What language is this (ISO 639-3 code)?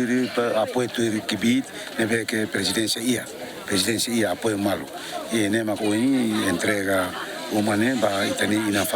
tet